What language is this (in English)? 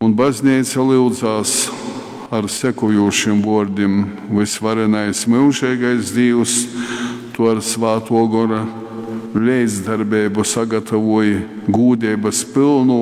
Latgalian